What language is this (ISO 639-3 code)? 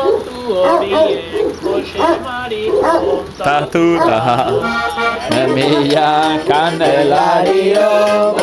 eus